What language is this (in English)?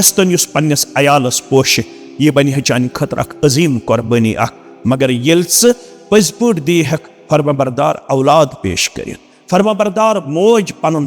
Kashmiri